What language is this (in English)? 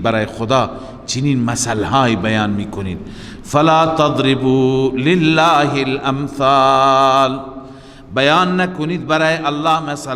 Persian